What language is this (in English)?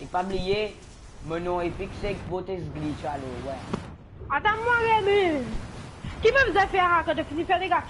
Morisyen